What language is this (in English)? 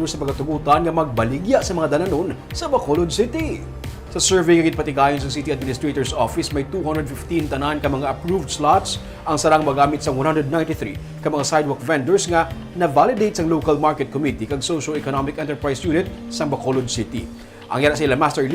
Hiligaynon